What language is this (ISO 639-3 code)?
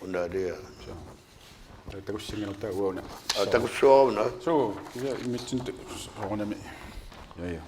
kal